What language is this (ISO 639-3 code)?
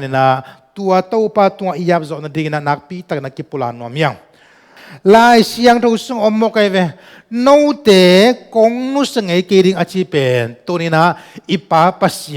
ctd